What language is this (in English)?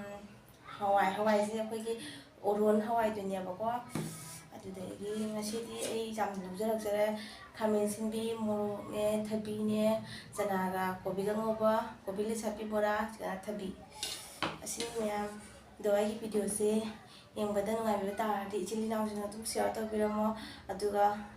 Manipuri